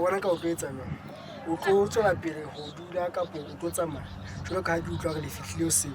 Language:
Southern Sotho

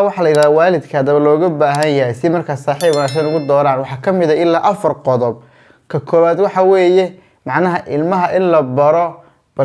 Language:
Somali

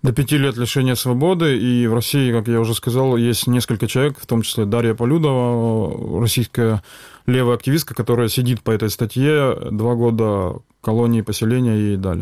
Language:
Russian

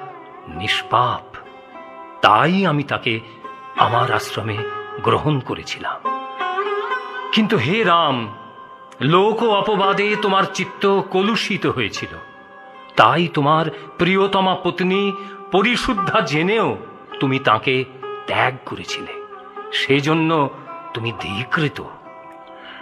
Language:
Bangla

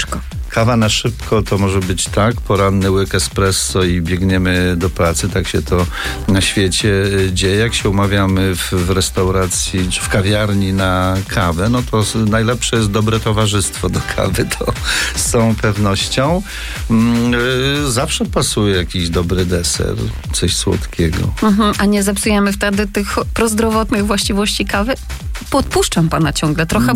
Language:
Polish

